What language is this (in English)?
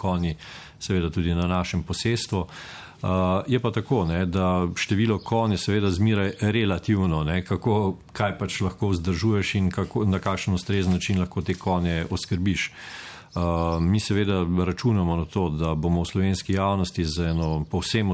Slovenian